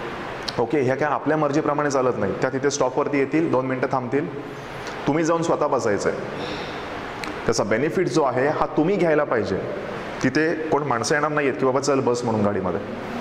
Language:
Marathi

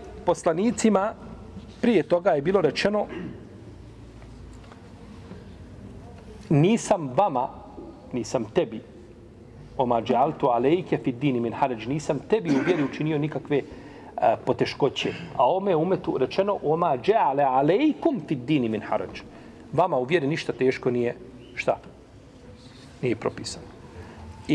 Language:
Bosnian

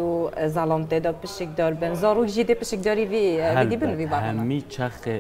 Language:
Kurdish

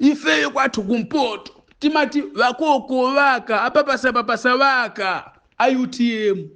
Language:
Nyanja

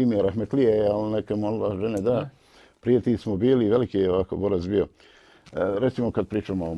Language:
Bosnian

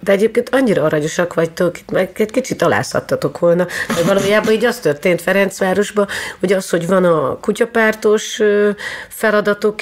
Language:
Hungarian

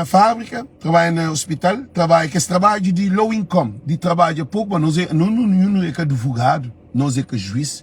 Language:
Kabuverdianu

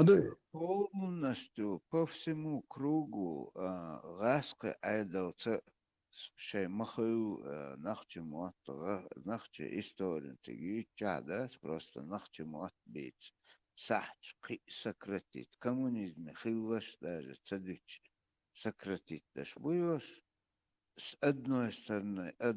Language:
Chechen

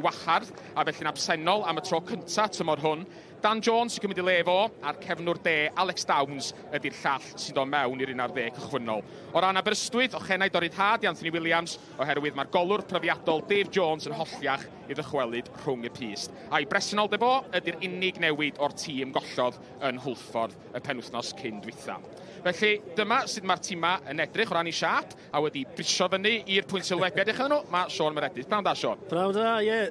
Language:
Welsh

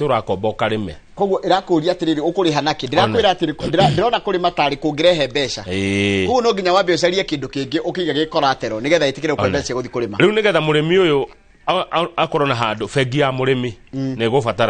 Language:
Kikuyu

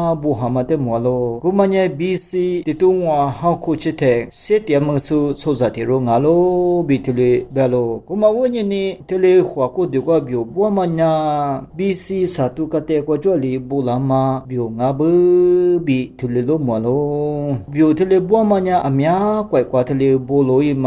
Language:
Lisu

